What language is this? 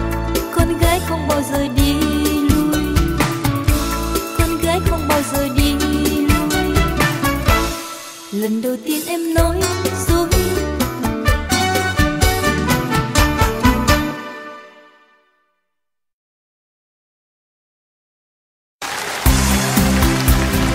Vietnamese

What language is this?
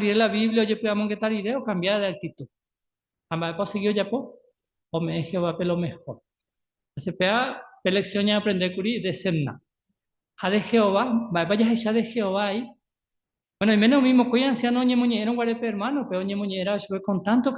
Guarani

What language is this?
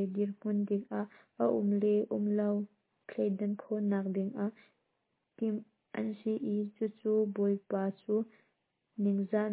Hakha Chin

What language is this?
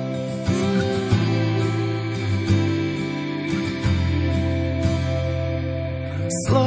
Slovak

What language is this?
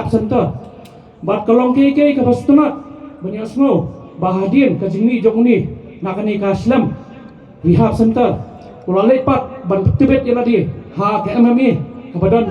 Khasi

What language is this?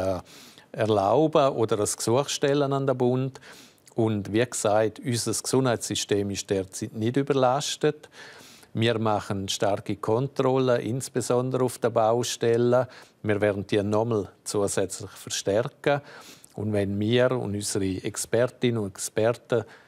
Romansh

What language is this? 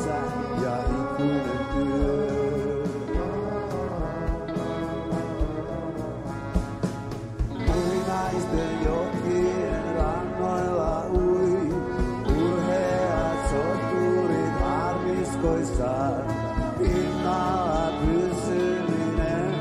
Finnish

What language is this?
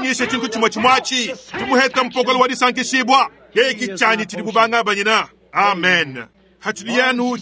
Luba-Lulua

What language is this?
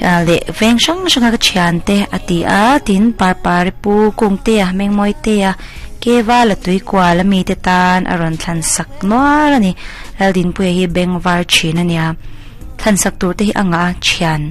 Mizo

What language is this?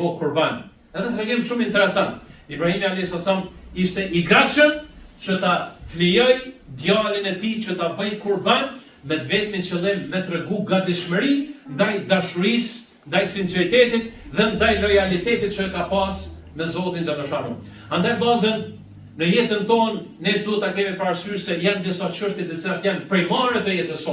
Albanian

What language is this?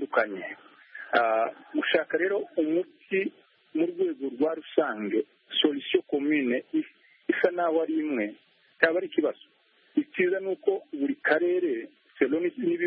Kinyarwanda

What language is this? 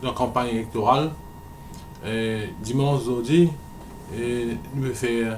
Morisyen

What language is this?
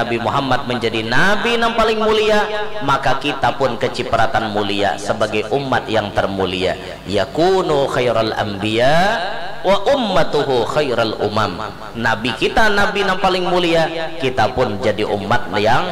Banjar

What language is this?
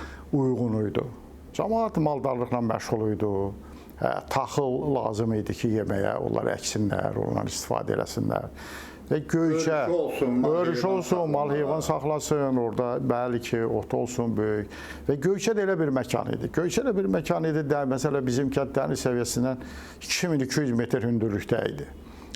Azerbaijani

